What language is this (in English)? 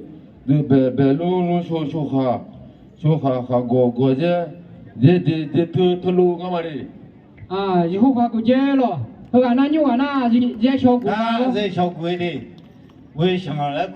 Akha